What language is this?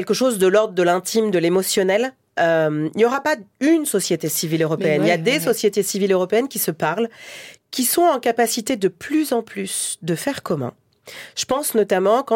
French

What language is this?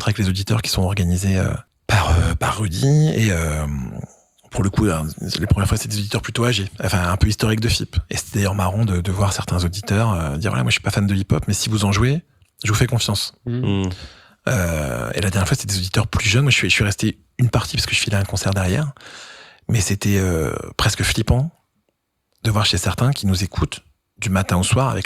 French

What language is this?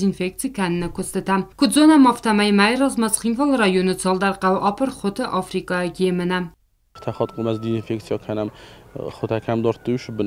Ossetic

